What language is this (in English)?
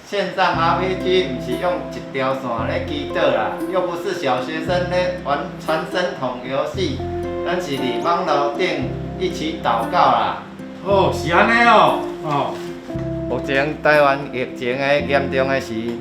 Min Nan Chinese